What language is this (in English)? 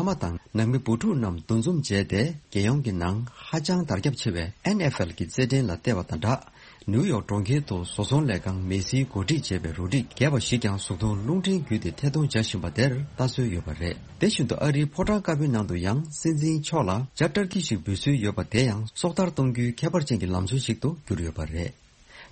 Tibetan